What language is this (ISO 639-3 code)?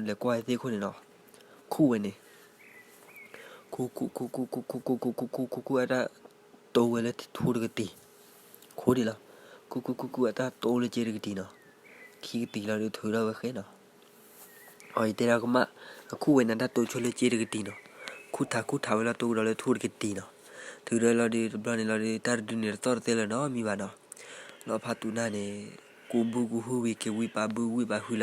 ksw